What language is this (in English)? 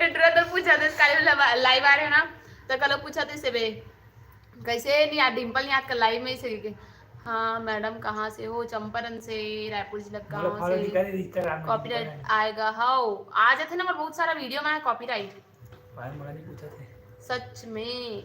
Chhattisgarhi